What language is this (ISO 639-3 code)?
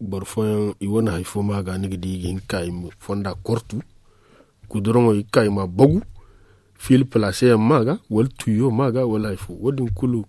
dje